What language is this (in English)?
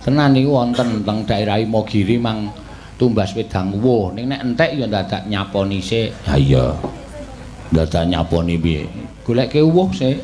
Javanese